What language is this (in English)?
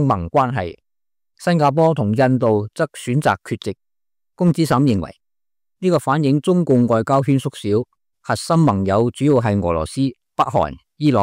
Cantonese